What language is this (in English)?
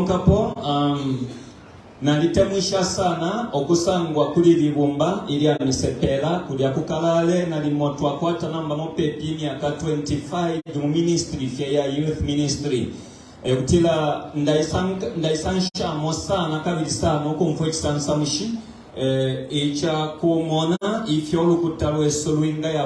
Bemba